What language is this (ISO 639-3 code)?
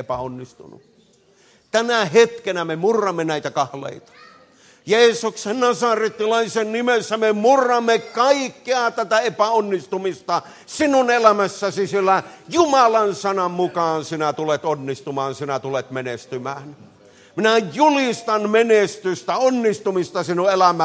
fin